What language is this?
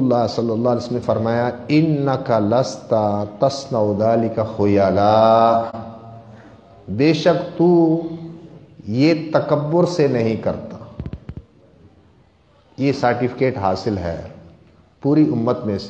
Urdu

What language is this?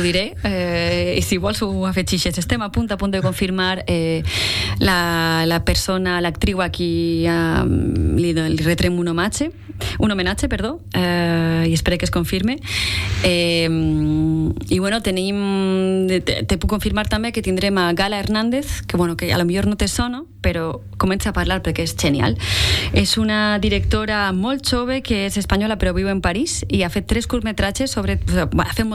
Catalan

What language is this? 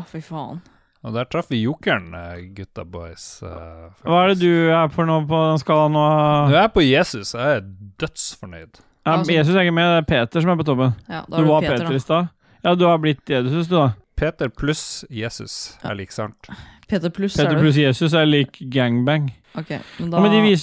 Norwegian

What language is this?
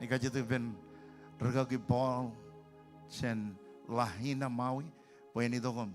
Marshallese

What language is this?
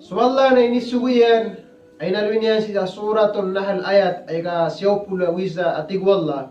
Maranao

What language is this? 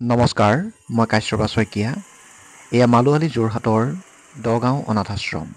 Assamese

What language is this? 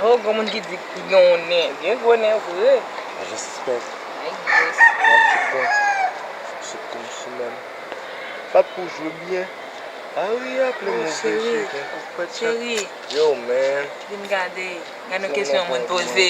Haitian Creole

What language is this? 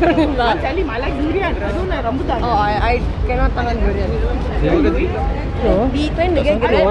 Malay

